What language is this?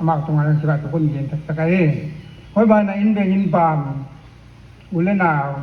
Paite Chin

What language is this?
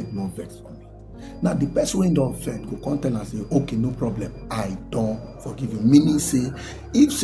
Nigerian Pidgin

